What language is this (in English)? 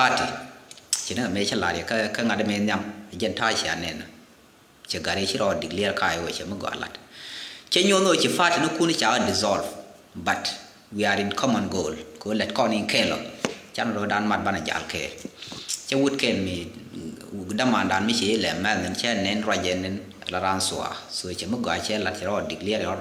Nuer